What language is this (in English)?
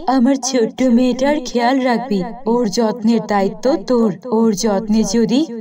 Bangla